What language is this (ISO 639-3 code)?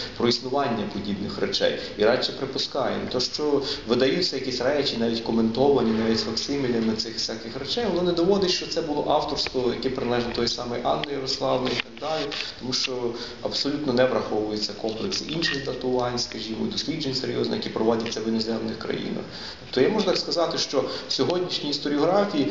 ukr